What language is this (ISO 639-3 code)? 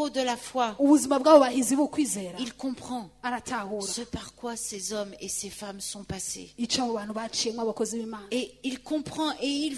kin